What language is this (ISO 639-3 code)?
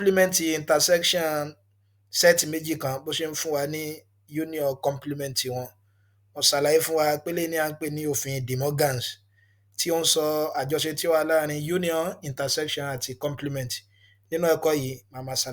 yor